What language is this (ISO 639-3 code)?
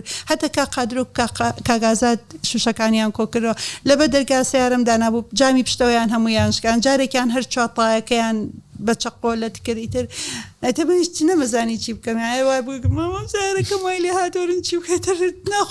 ckb